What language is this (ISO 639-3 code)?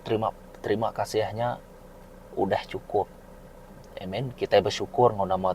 iba